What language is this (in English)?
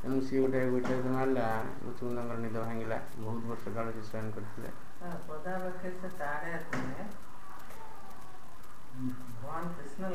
Odia